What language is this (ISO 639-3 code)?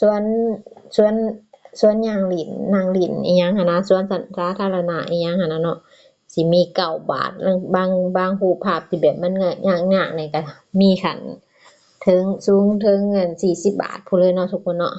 lao